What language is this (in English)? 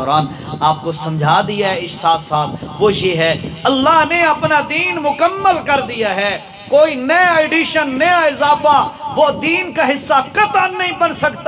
Urdu